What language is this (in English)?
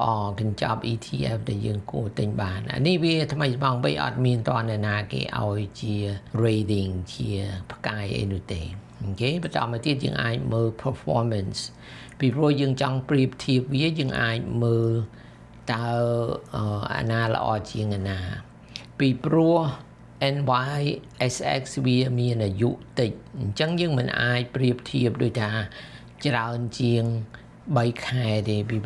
Khmer